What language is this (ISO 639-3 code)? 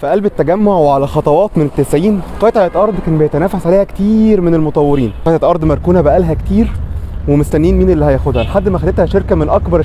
arz